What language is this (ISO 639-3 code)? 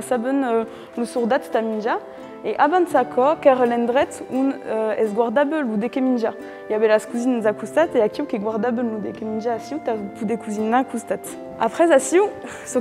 oci